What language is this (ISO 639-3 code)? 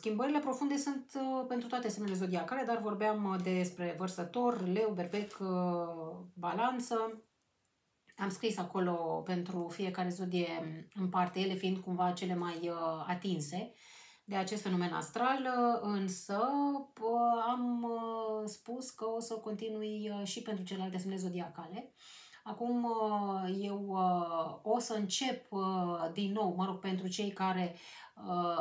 ron